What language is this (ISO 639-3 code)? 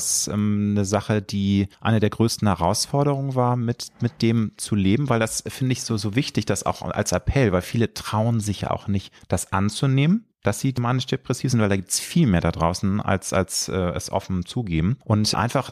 deu